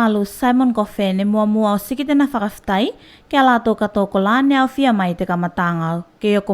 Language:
Tuvalu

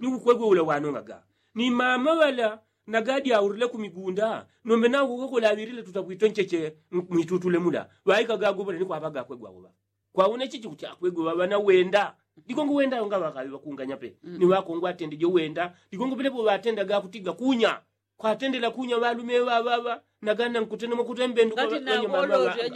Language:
Yao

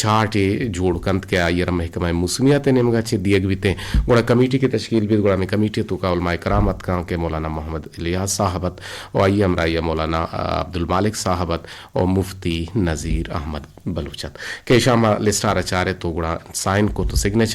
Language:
Eastern Balochi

